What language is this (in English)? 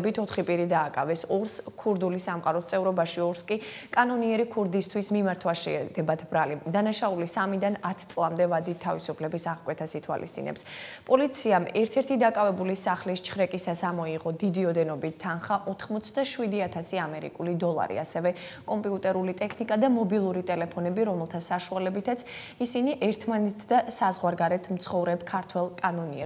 Georgian